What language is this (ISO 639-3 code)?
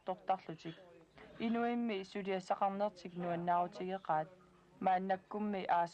kal